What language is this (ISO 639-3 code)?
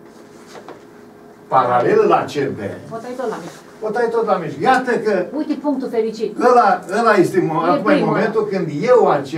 ron